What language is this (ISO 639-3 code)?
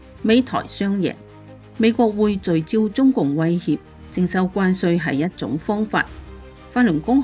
yue